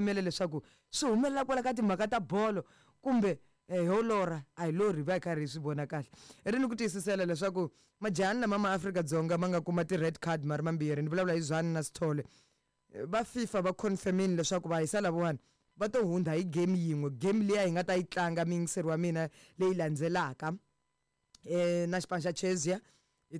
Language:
Tsonga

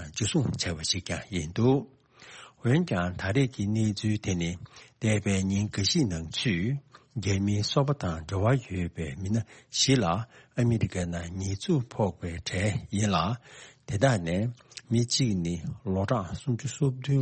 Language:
Tibetan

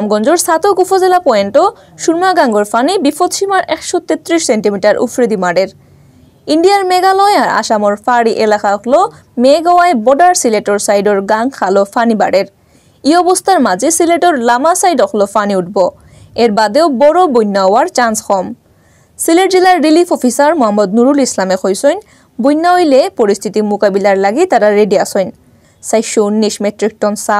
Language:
Sylheti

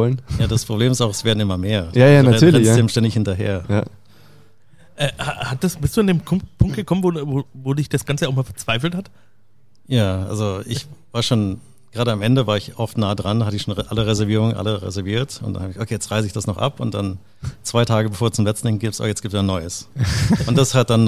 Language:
German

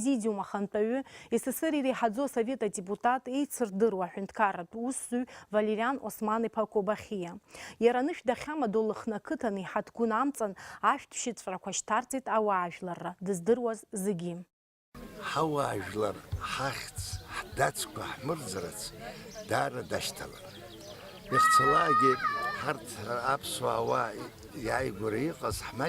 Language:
Abkhazian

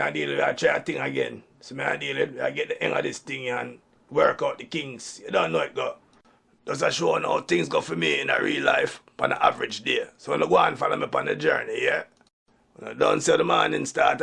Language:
Jamaican Creole English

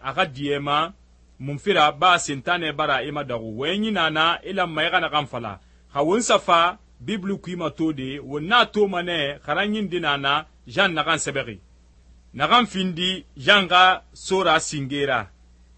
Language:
Susu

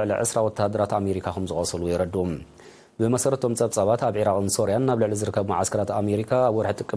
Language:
Tigrinya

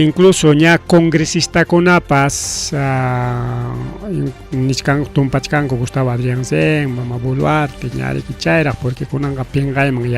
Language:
Ayacucho Quechua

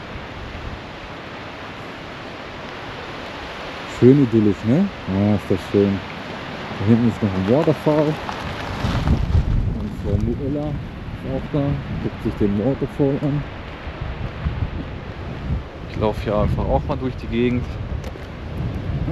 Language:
German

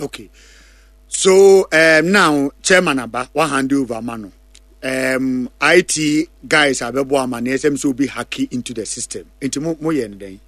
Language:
Akan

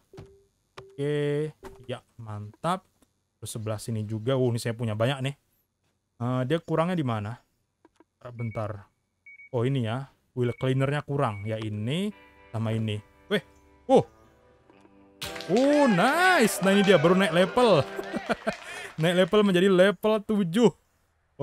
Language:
Indonesian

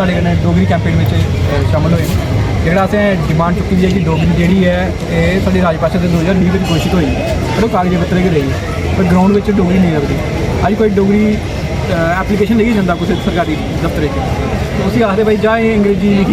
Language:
Dogri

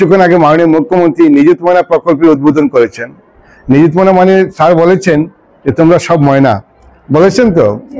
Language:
Bangla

